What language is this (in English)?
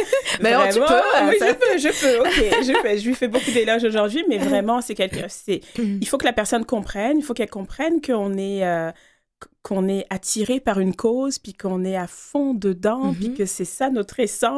French